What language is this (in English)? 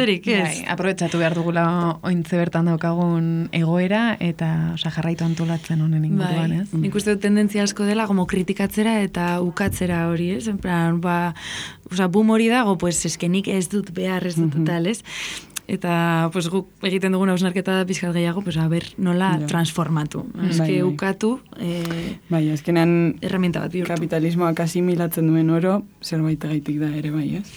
Basque